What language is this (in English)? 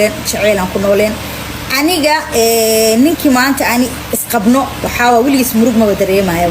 Somali